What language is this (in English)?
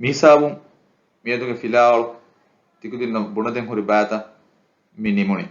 Divehi